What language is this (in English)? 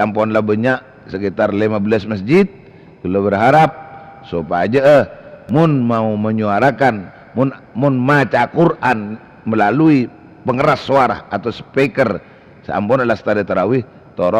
Madurese